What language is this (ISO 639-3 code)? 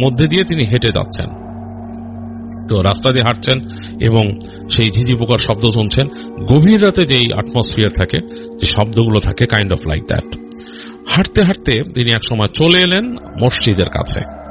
ben